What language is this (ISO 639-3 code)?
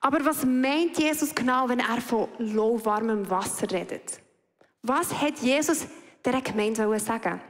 gsw